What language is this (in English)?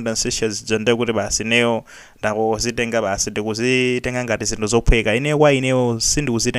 Nyanja